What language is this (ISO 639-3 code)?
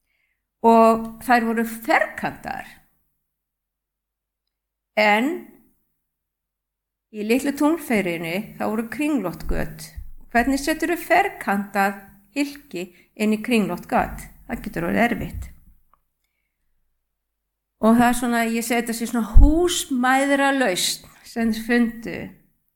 isl